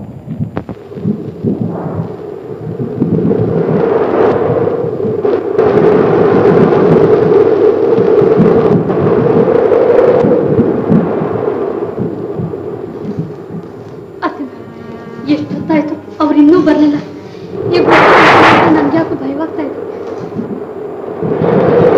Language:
Kannada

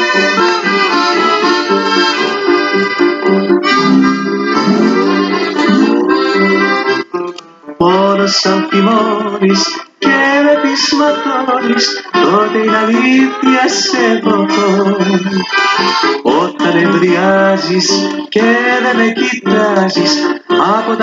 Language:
Greek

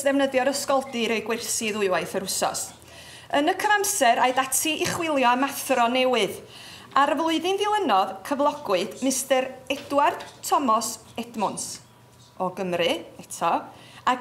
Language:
Welsh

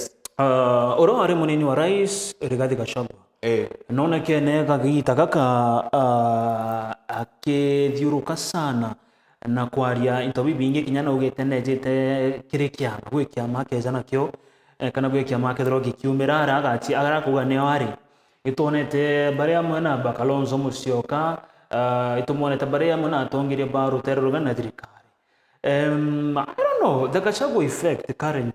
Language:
Meru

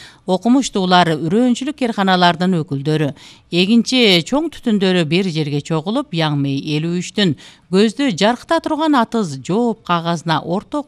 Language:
Kyrgyz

